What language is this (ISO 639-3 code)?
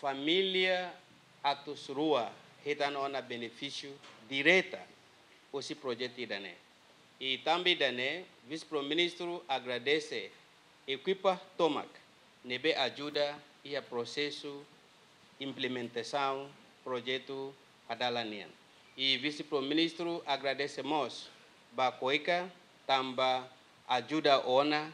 tet